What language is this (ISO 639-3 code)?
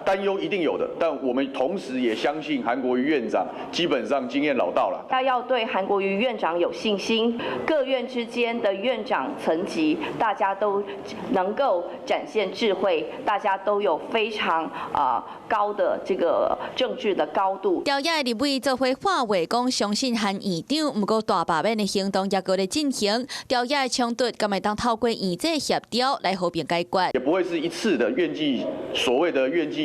nan